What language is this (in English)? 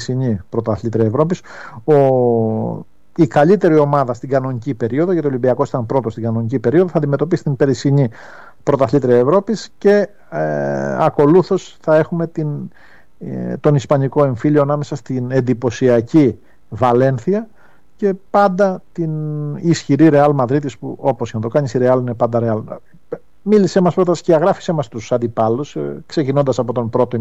Greek